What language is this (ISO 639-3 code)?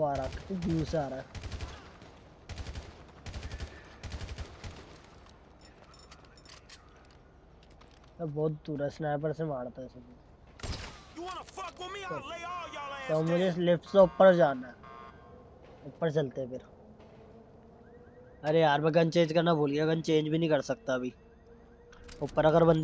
hin